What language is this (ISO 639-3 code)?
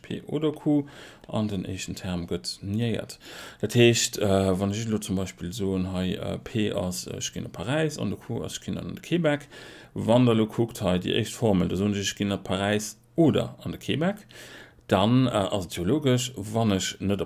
ltz